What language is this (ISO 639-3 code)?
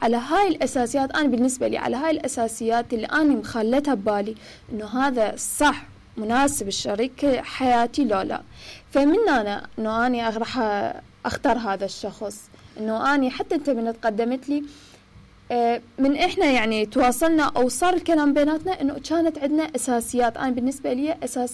acm